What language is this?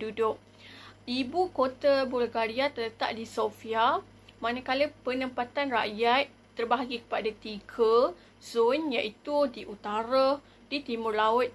Malay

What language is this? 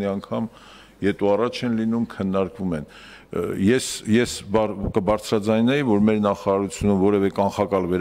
Armenian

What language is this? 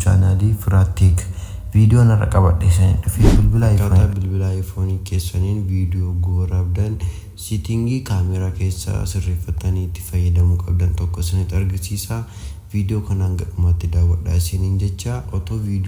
Oromo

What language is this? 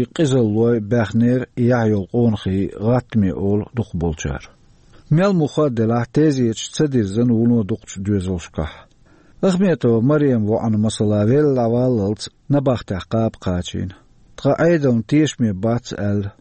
Chechen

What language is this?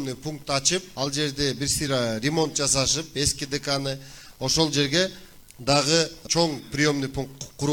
Kyrgyz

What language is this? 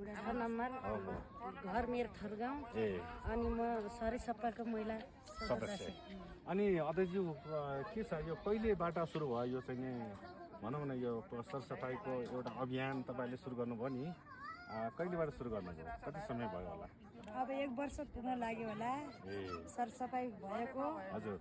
Nepali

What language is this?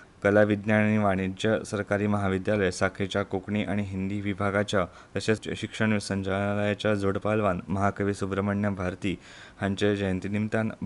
Konkani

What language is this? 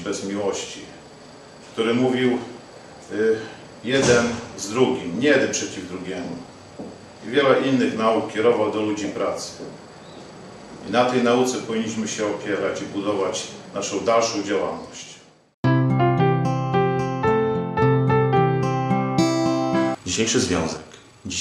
Polish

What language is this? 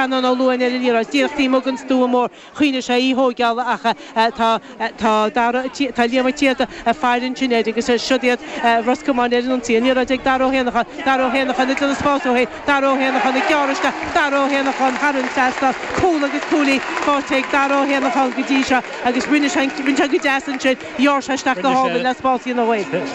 Irish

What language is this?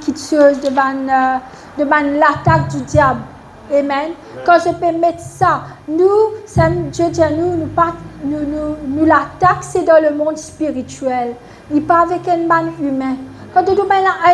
Morisyen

